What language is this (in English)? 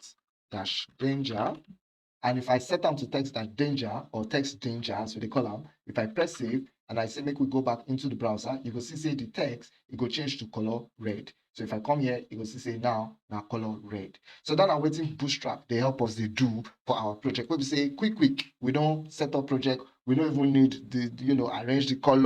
Nigerian Pidgin